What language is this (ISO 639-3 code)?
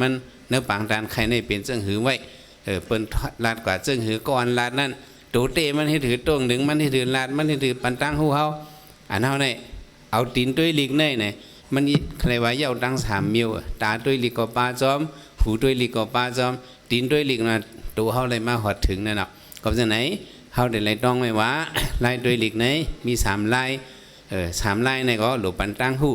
shn